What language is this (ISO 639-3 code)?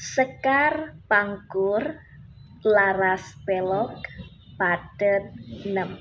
jav